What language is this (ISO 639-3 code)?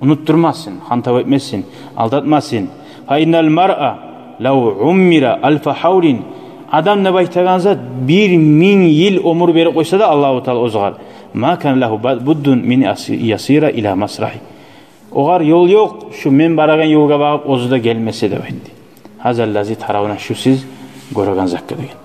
kum